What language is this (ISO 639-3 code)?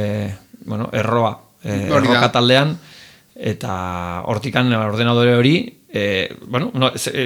eus